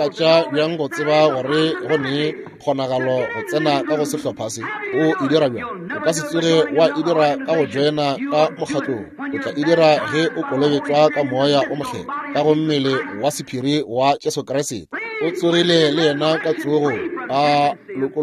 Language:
Northern Sotho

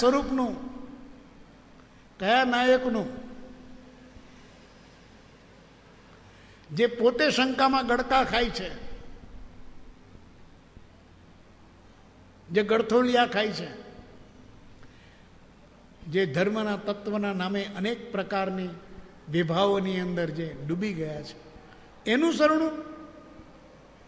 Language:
Gujarati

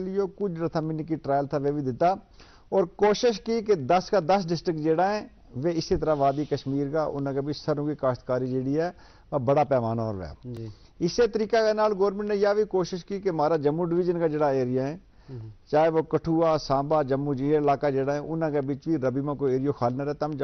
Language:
Gujari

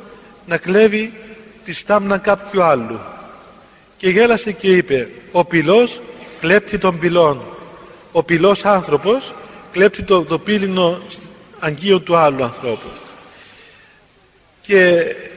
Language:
Greek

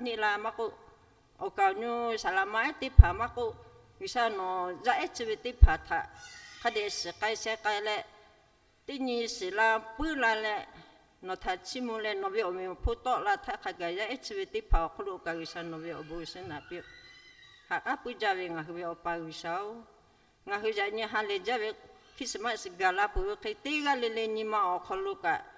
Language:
Lahu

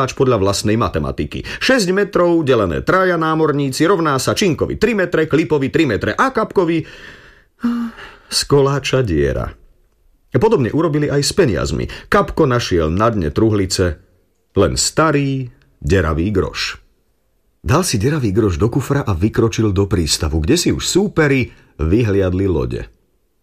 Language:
Slovak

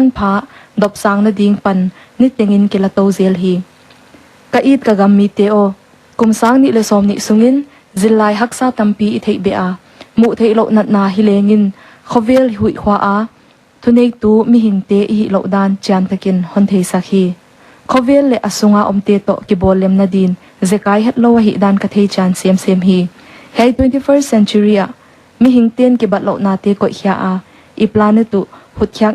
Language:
Paite Chin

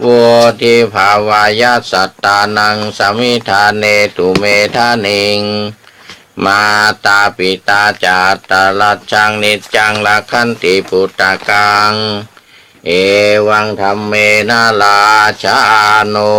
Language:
Pali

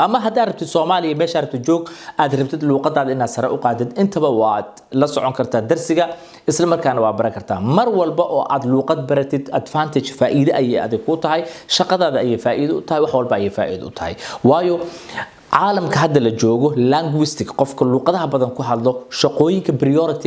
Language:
Somali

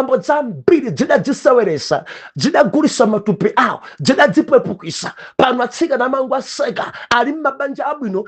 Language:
Nyanja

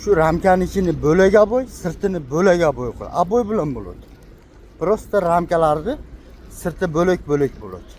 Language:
Uzbek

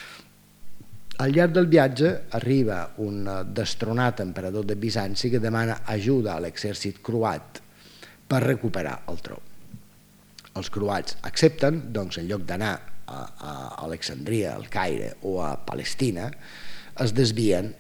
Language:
Catalan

